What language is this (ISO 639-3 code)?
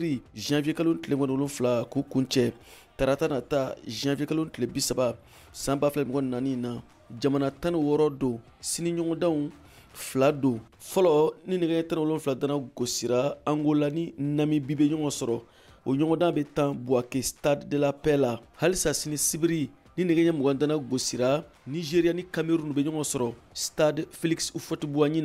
bam